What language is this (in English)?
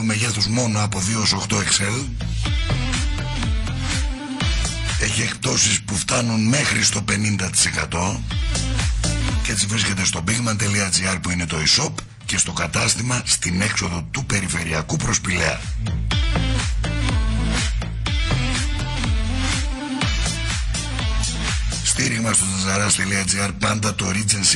Greek